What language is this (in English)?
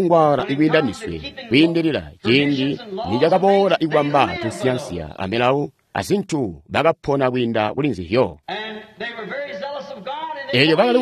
Tonga (Zambia)